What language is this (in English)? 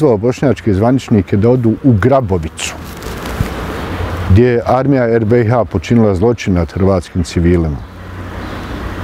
Bosnian